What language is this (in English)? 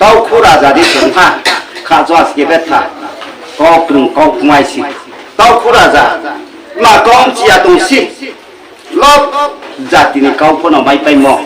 Riang (India)